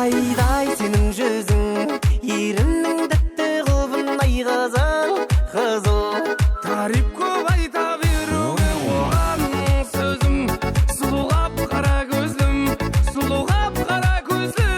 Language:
Kara-Kalpak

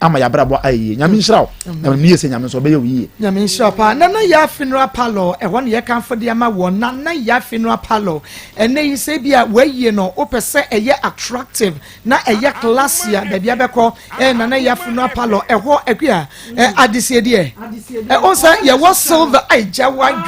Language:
Akan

